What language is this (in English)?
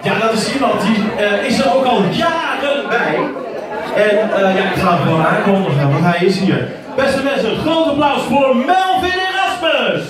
Dutch